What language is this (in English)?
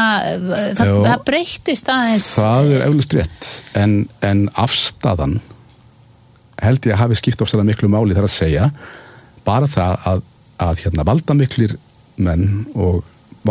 Icelandic